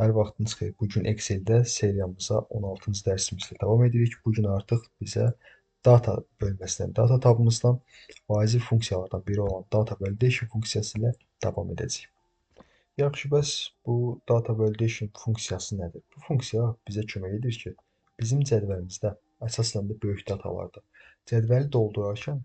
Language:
Azerbaijani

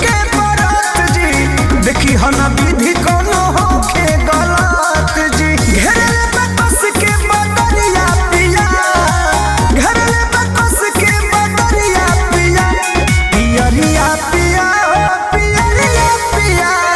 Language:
Bhojpuri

